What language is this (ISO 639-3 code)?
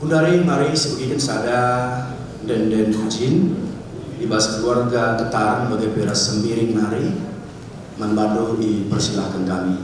btx